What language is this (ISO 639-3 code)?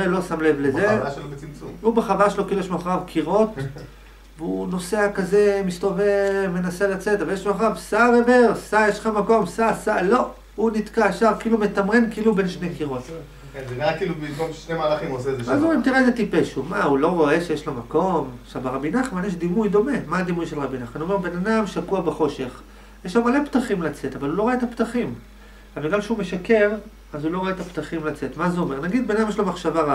heb